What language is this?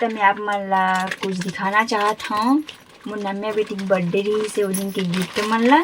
Chhattisgarhi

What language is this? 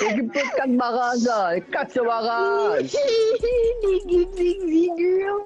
Morisyen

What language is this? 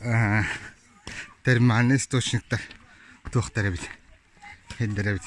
Yakut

